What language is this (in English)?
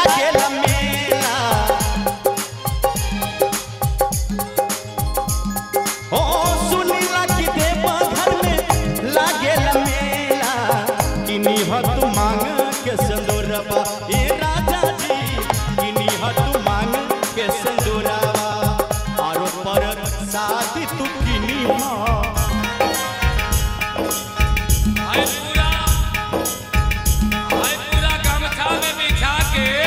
Bhojpuri